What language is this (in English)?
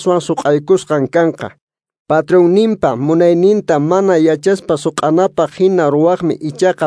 Quechua